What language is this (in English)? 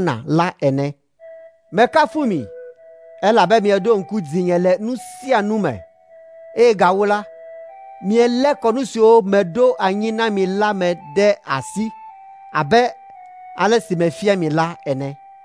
Ewe